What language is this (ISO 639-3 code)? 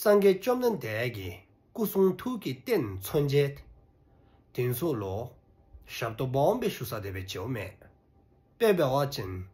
dzo